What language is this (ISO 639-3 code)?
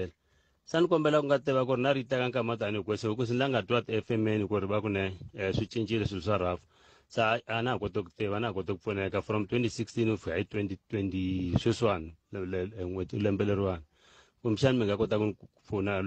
tso